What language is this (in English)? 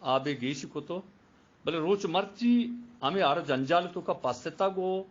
Eastern Balochi